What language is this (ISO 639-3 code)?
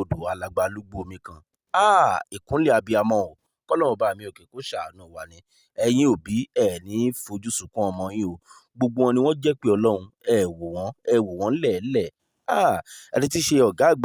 yor